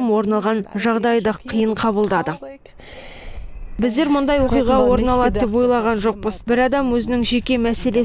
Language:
Kazakh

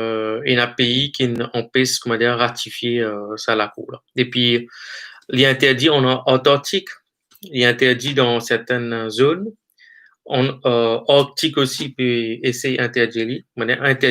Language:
Morisyen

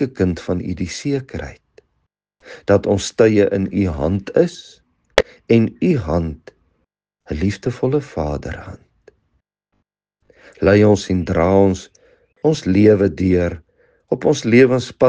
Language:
Afrikaans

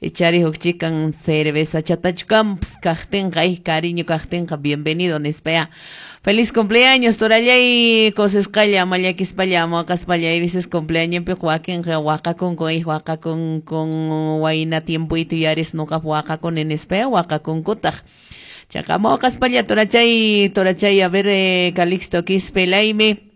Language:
Quechua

